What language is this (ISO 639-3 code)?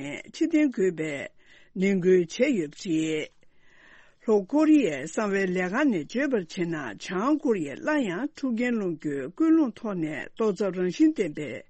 bod